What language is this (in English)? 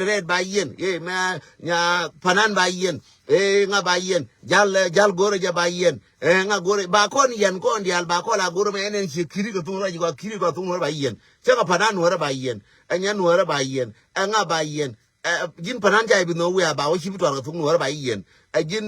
Nuer